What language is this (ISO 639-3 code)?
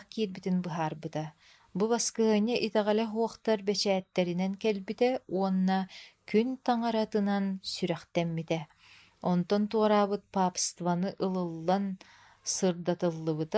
sah